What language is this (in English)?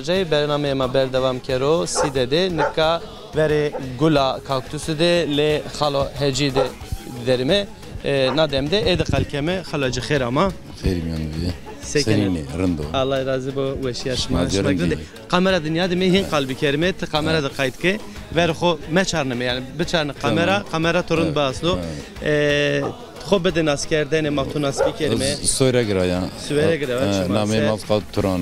Zaza